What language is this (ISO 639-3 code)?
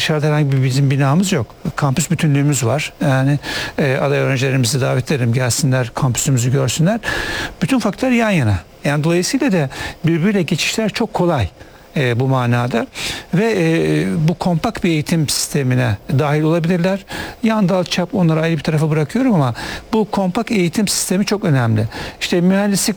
tur